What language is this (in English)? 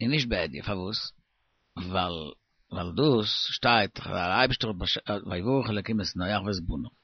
Yiddish